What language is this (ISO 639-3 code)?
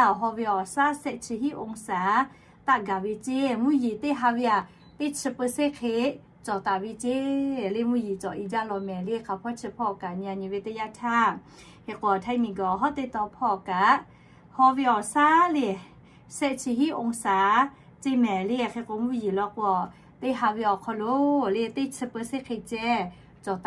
lhu